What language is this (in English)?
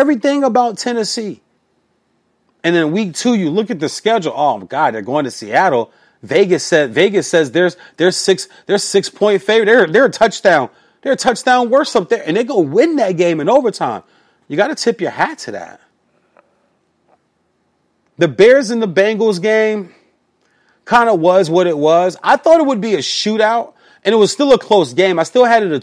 English